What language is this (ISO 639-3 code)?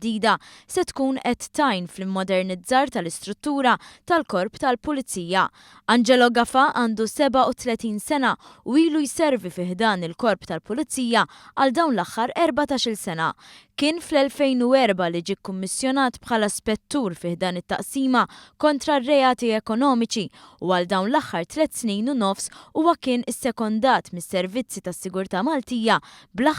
mlt